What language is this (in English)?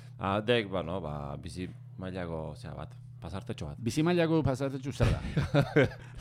Basque